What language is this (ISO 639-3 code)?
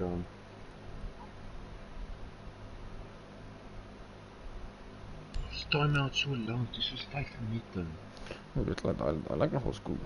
afr